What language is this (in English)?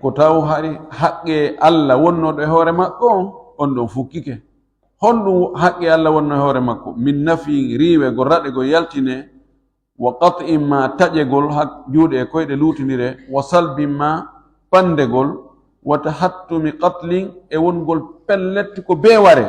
Fula